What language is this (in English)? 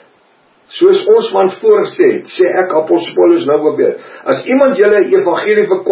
Afrikaans